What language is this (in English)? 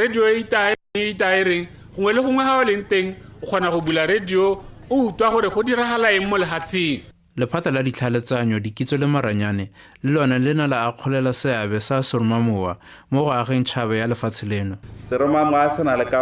Tswana